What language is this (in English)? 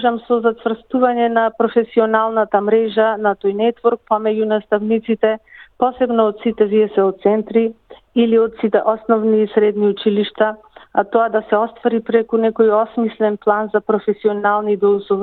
Macedonian